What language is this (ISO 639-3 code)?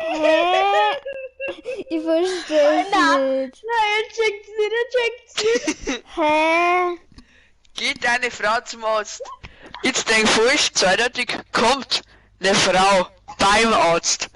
bar